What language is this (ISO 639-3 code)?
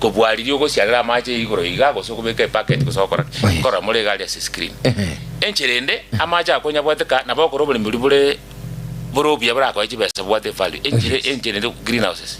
guz